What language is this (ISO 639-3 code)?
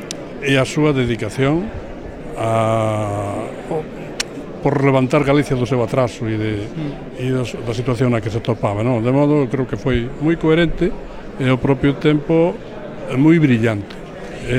glg